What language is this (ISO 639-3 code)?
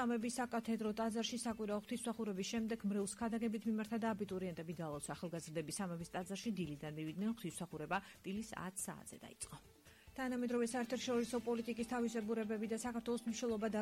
kat